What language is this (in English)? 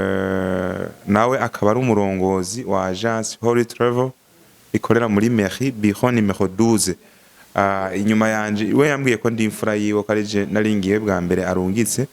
Rundi